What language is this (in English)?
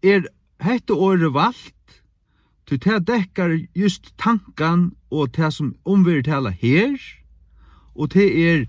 Faroese